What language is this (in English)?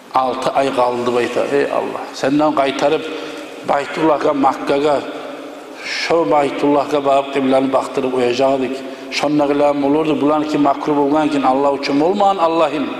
Kumyk